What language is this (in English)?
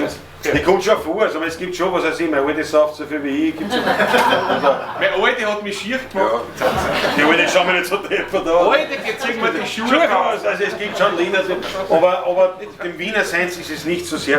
Bavarian